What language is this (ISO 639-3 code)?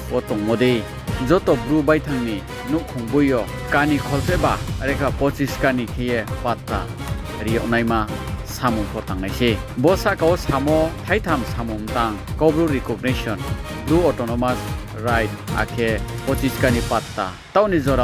ria